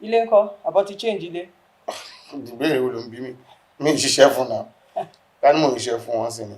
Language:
Yoruba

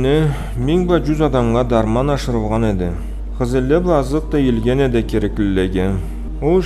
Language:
Karachay-Balkar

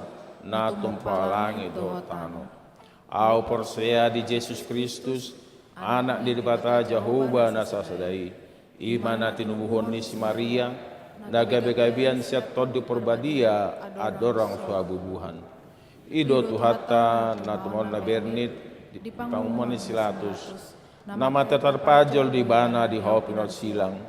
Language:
Batak Toba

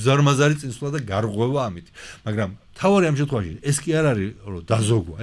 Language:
Georgian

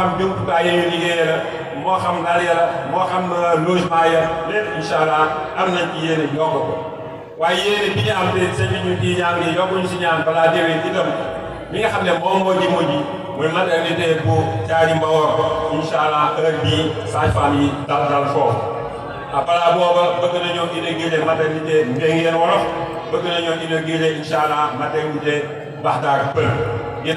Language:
Wolof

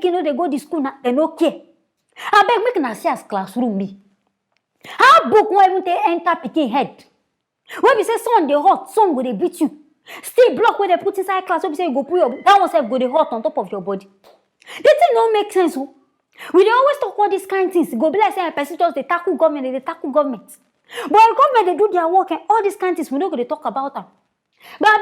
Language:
Nigerian Pidgin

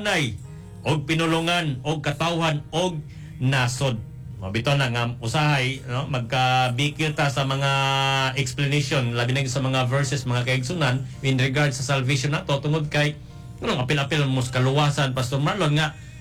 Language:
Cebuano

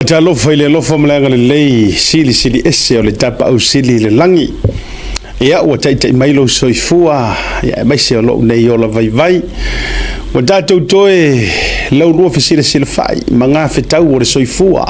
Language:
Samoan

